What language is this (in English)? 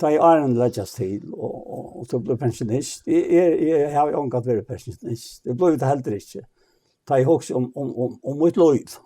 Faroese